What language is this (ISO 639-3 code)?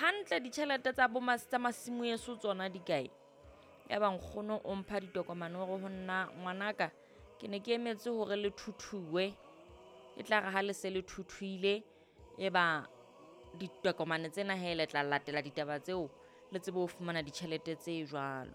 sot